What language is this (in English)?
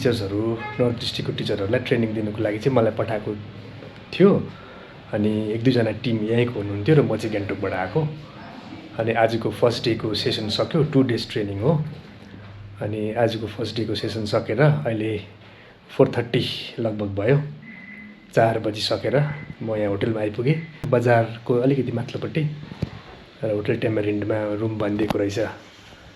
Nepali